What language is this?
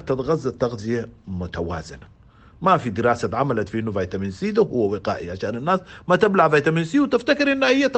Sudanese Arabic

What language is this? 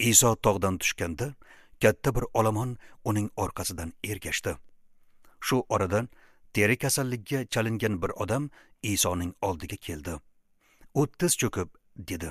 Uzbek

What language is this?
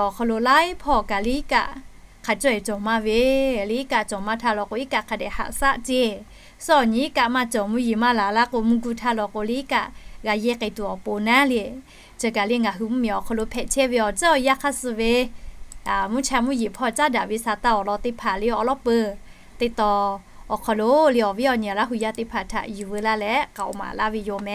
Lahu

